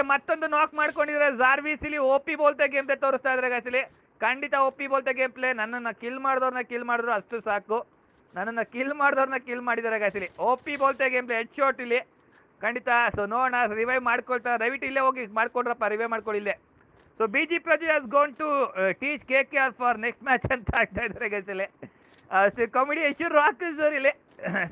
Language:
Kannada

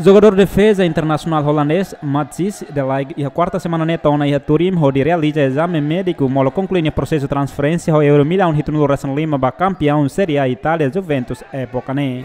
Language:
Tetum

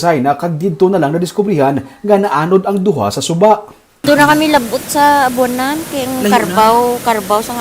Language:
Hiligaynon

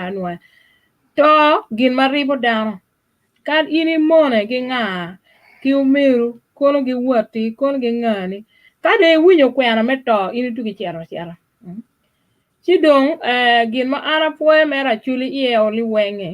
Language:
Acoli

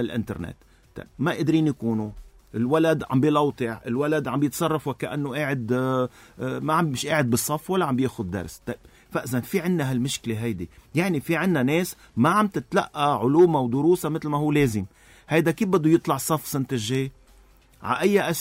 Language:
North Levantine Arabic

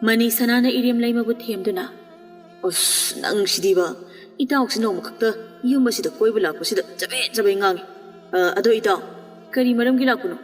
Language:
Manipuri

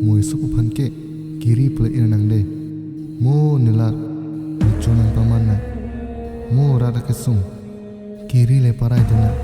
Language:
Karbi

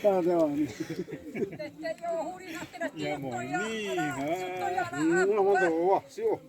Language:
Xavánte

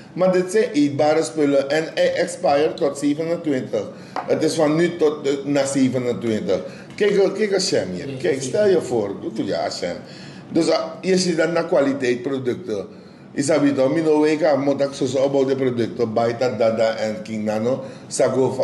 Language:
Sranan Tongo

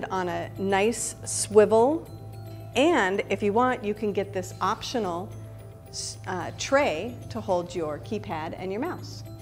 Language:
English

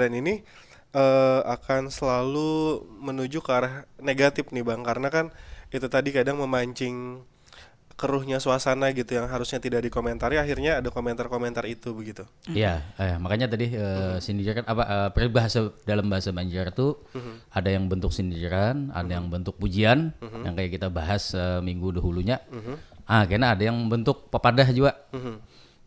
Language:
Banjar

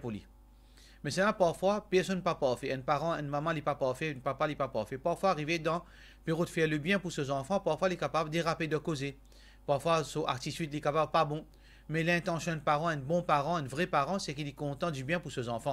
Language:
Morisyen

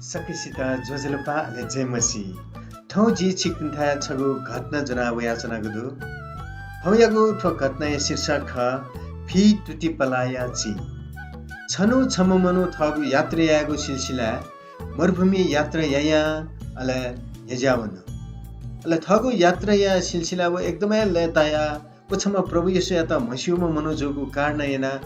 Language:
Newari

